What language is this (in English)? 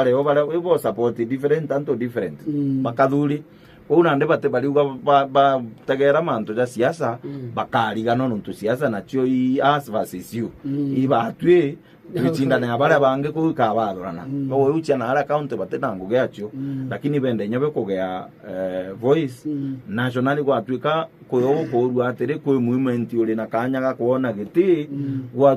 Meru